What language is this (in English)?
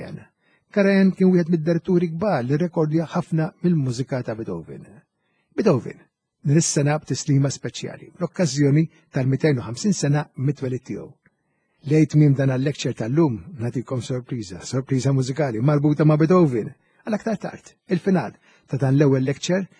Maltese